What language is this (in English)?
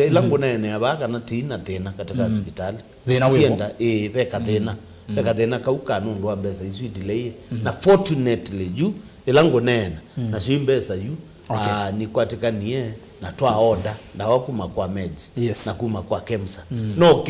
Kamba